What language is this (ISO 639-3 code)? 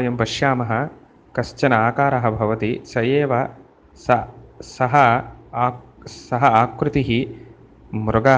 san